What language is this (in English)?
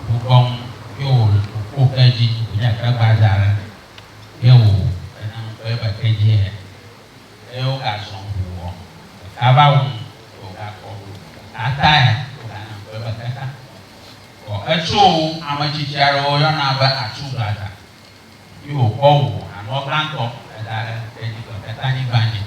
Ewe